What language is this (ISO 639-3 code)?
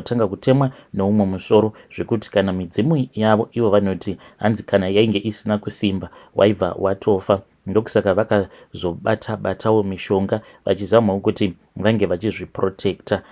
sna